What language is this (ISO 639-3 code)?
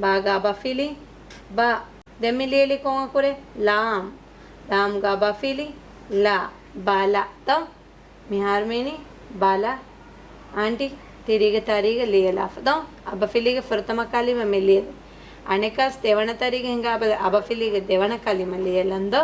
div